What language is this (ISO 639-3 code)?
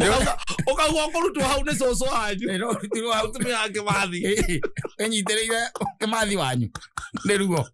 kik